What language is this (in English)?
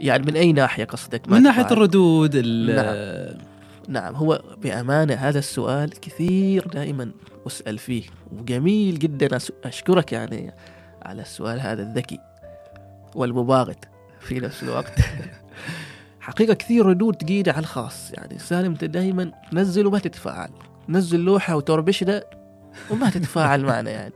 Gulf Arabic